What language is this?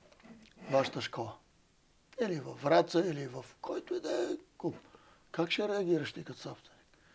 Bulgarian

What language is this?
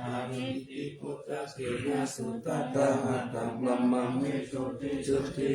Pali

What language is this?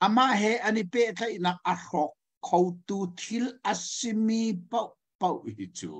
Hakha Chin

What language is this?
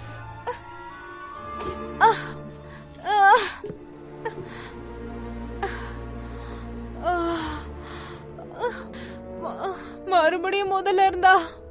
Tamil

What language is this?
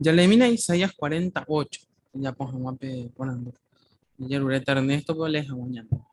Guarani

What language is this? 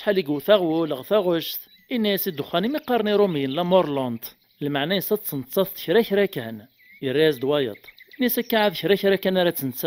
Kabyle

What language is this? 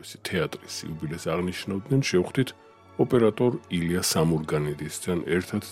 Georgian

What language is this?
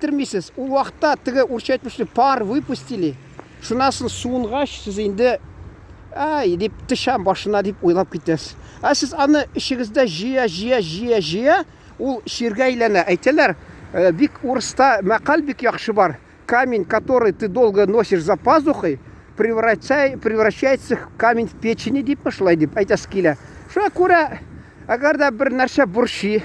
Tatar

